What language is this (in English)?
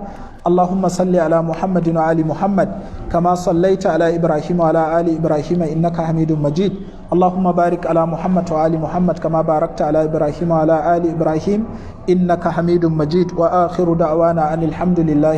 Hausa